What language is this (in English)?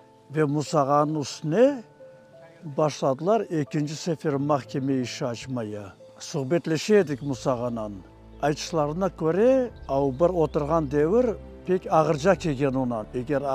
Crimean Tatar